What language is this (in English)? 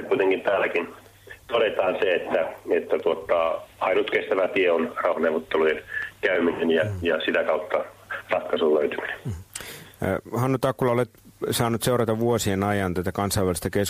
Finnish